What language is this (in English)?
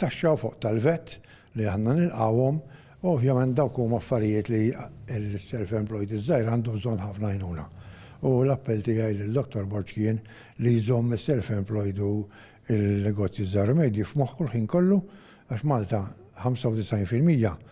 Maltese